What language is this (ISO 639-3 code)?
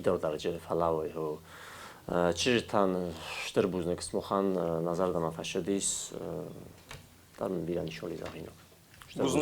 oss